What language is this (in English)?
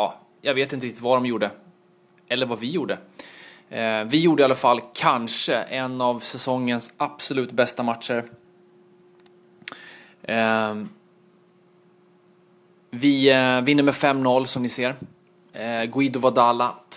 Swedish